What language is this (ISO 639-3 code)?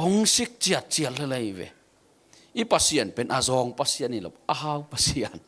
ctd